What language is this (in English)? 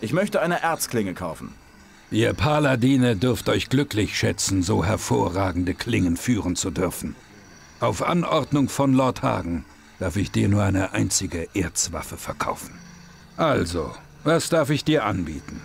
Bavarian